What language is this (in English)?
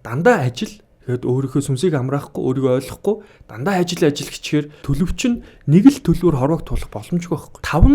Mongolian